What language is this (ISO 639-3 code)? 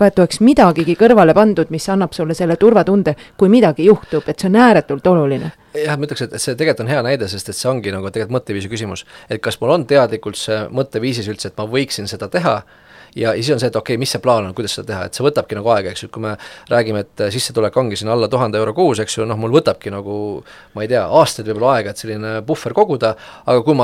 est